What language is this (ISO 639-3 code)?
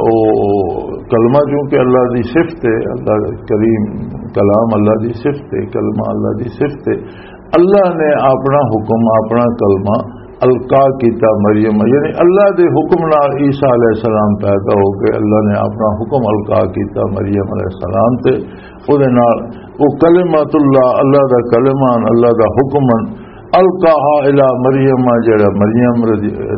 lah